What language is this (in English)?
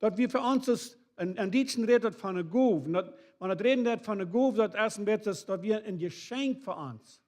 Plautdietsch